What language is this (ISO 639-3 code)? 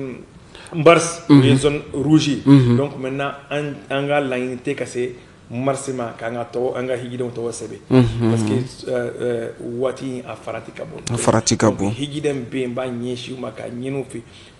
bam